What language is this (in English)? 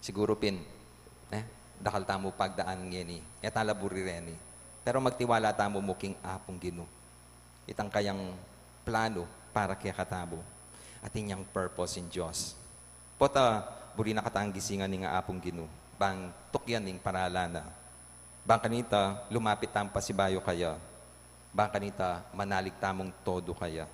Pampanga